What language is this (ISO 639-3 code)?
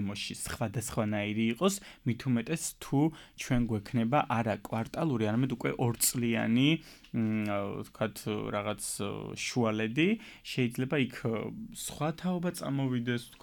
kat